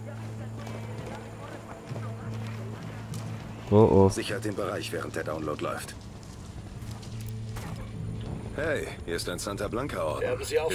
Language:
German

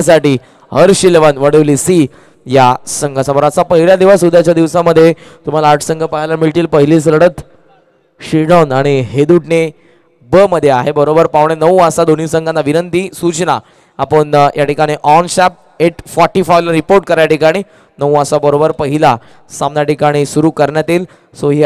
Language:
Marathi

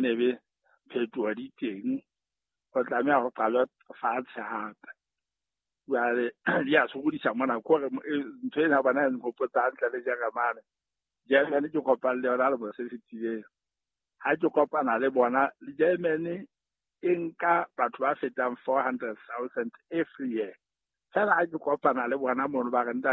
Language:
Southern Sotho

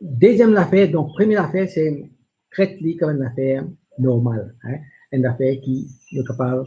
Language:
Morisyen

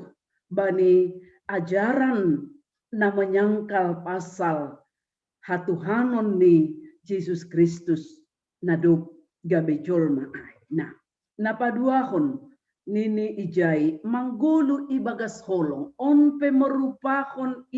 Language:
Batak Simalungun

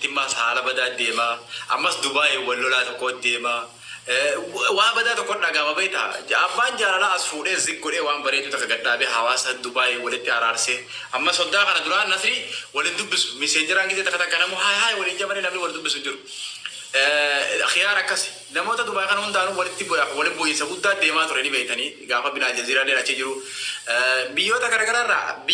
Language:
Oromo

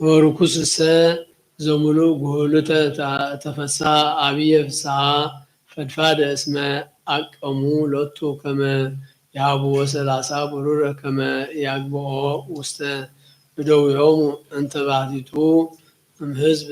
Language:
Geez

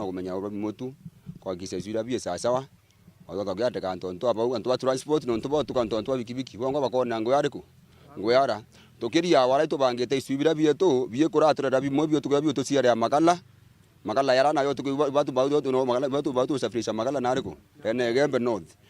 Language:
Meru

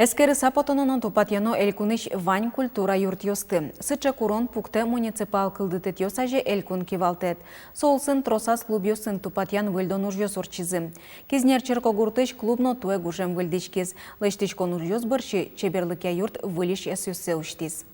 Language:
Udmurt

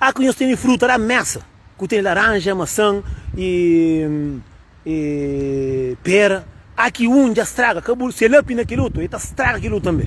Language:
Kabuverdianu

